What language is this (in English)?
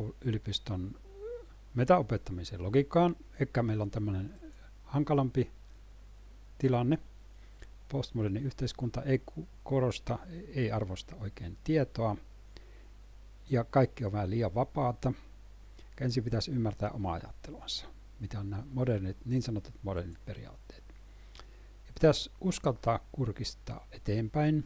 Finnish